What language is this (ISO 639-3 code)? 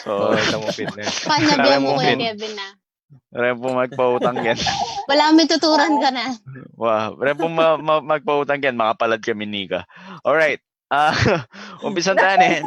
pam